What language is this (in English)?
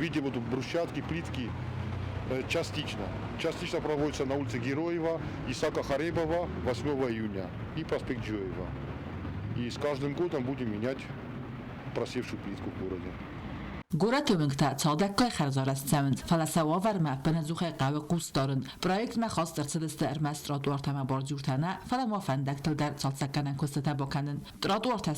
Ossetic